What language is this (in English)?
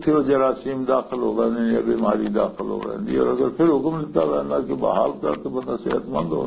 Western Panjabi